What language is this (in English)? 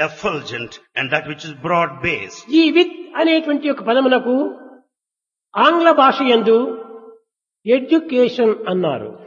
Telugu